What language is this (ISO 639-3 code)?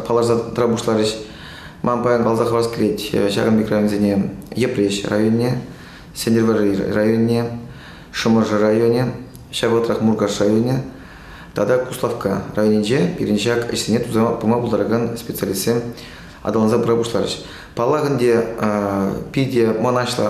chv